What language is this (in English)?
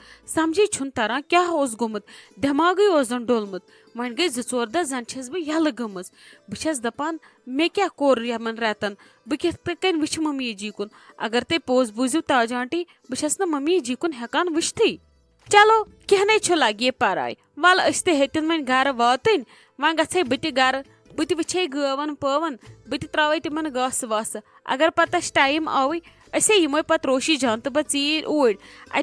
Kashmiri